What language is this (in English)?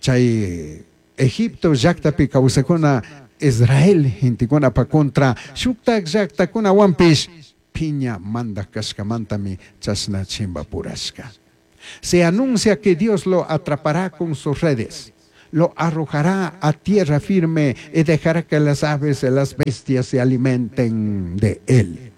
Chimborazo Highland Quichua